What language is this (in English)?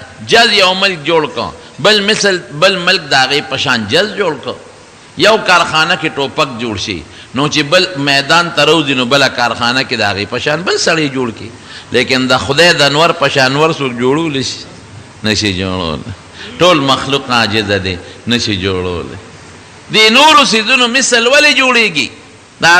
Pashto